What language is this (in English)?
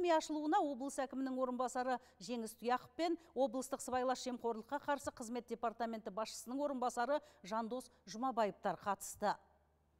Kazakh